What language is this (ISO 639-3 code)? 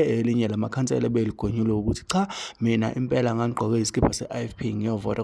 zul